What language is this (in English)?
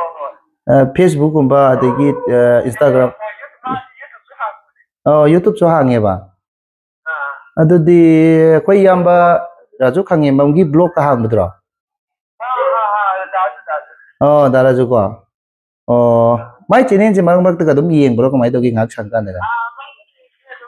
Manipuri